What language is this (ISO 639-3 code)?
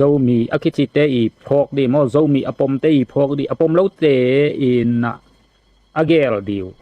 ctd